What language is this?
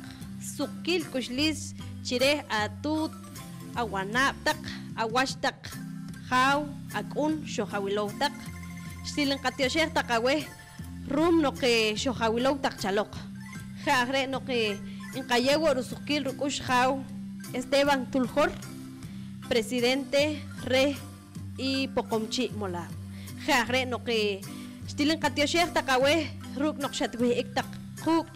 Poqomchi'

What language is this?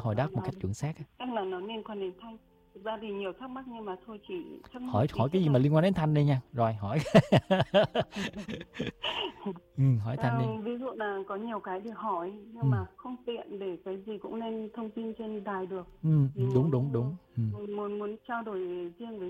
Vietnamese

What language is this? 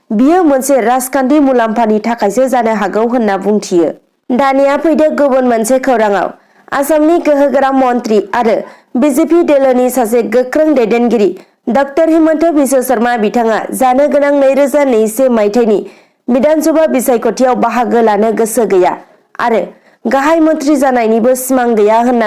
Bodo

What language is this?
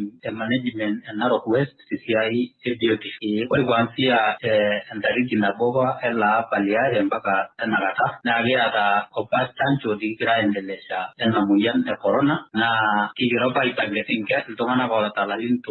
Masai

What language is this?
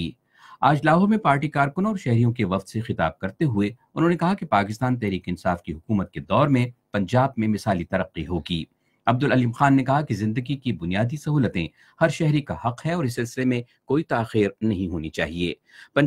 Urdu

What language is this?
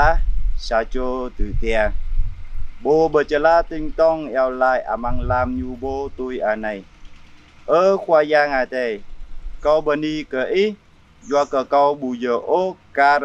Jarai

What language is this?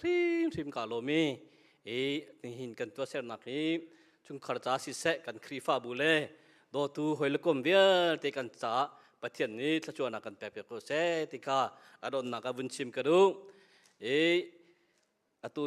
Hakha Chin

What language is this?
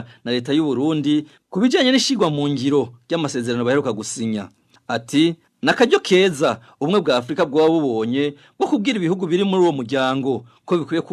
Rundi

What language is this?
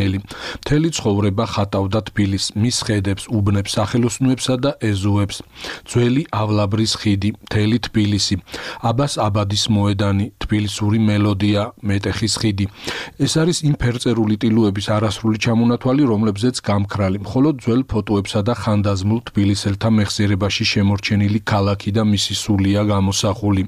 Georgian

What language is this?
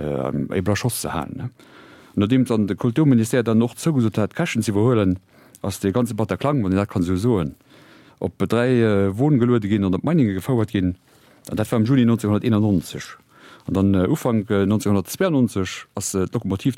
Luxembourgish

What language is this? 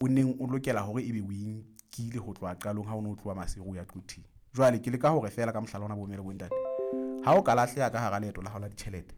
Southern Sotho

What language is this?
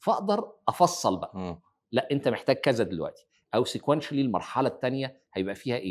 Egyptian Arabic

